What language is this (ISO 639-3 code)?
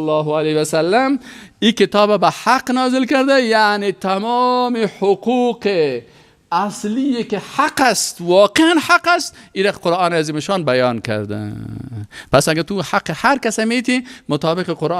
fas